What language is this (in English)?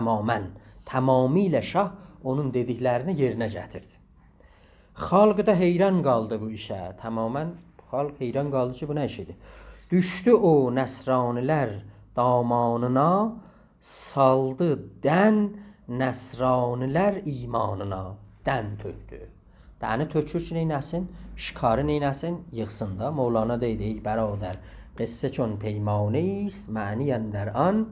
South Azerbaijani